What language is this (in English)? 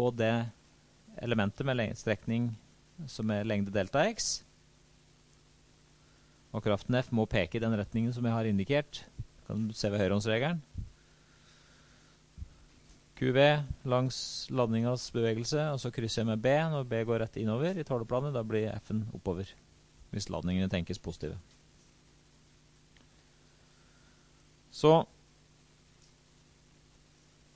Norwegian